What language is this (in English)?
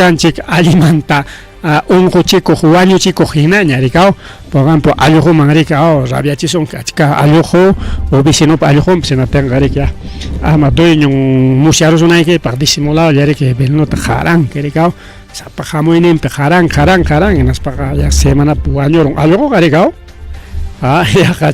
Ayacucho Quechua